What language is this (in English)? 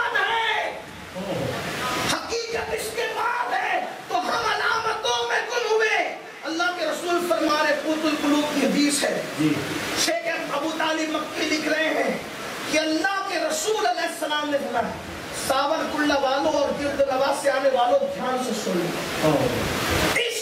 Urdu